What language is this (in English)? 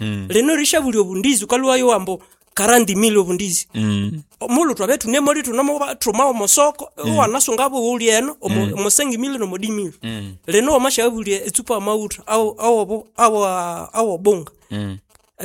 Nande